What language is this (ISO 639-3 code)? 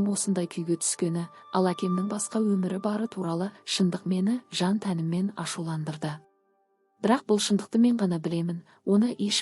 kaz